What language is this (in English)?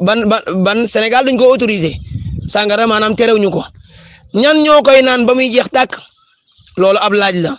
Wolof